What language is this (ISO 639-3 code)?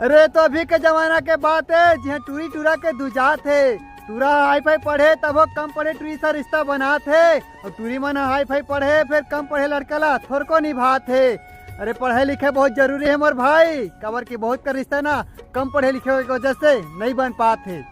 hne